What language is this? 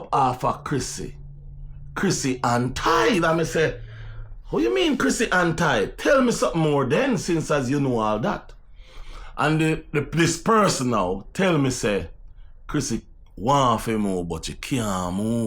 Jamaican Creole English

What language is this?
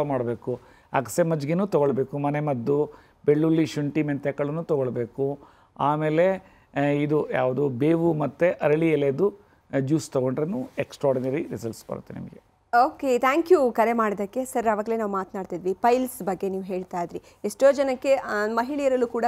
Kannada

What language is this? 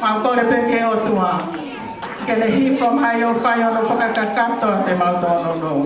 Tongan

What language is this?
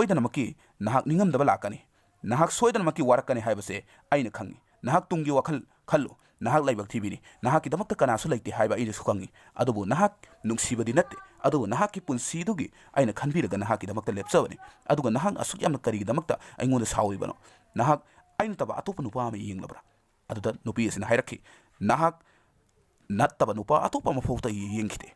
Manipuri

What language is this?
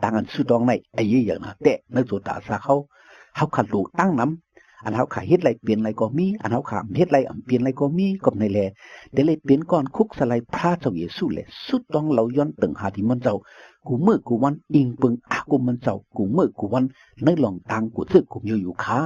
Shan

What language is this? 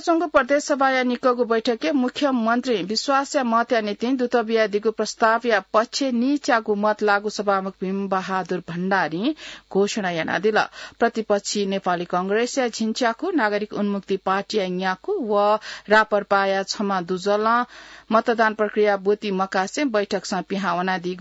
Newari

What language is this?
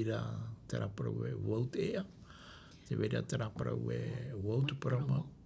Tahitian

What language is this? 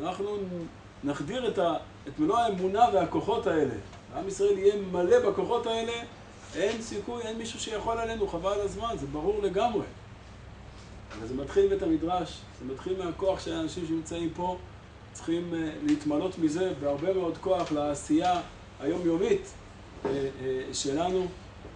Hebrew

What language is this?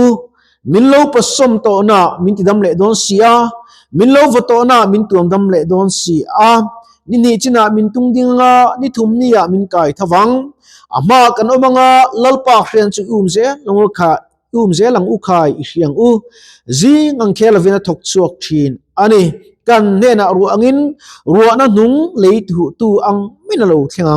Mizo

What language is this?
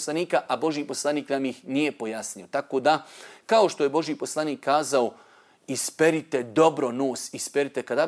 Bosnian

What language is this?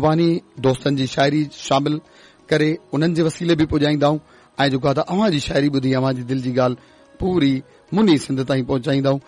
Sindhi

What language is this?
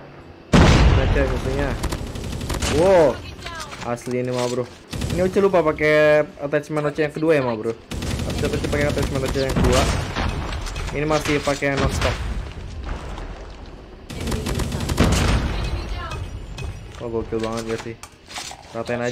Indonesian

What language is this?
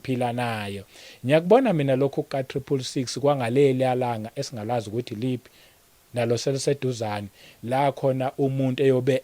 Zulu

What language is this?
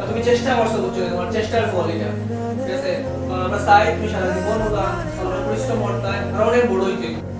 Sylheti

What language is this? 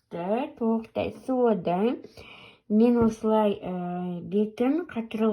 Kazakh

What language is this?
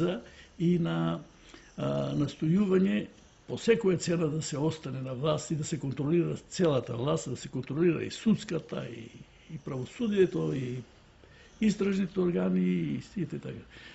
Macedonian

